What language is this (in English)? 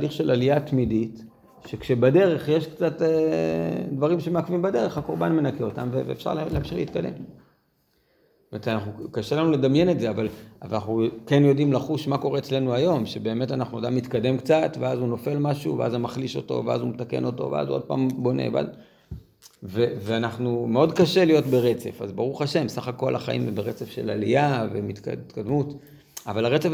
Hebrew